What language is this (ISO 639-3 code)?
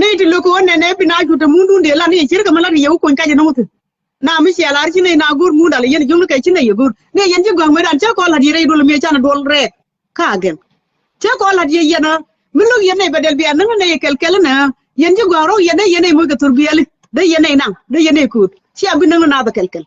nus